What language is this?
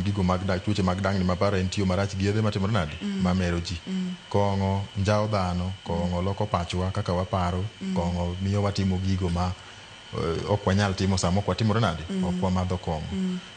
Luo (Kenya and Tanzania)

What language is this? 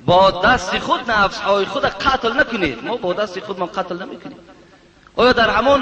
Tajik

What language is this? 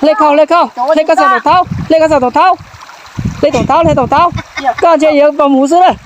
Hmong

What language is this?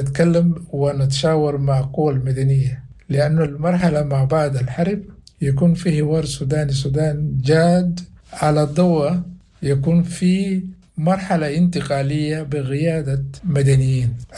Sudanese Arabic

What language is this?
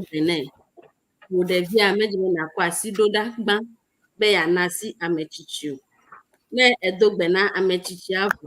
Ewe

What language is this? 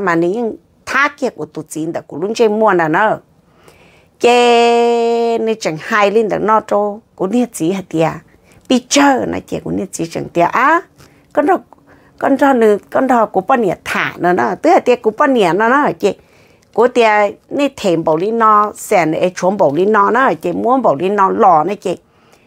Vietnamese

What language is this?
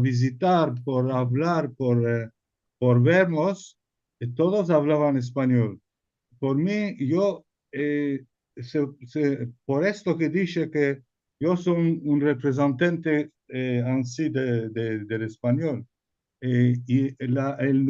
Ladino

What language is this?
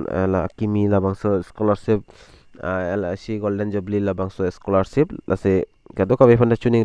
Karbi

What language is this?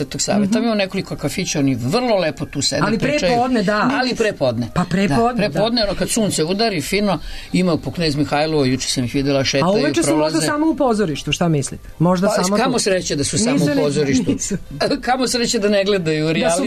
Serbian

